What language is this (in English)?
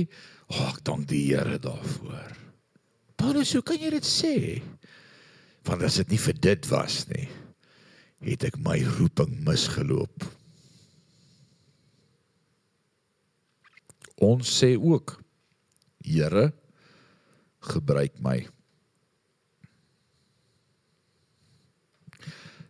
Afrikaans